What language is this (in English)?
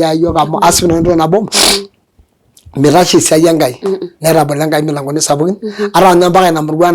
Masai